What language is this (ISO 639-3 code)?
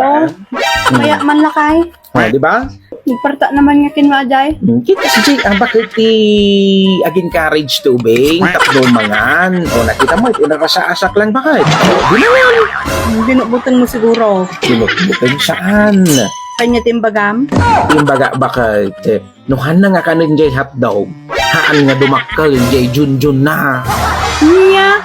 ilo